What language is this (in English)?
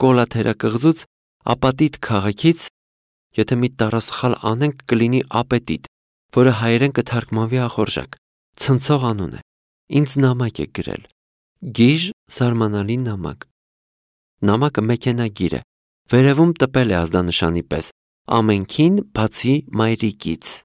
Armenian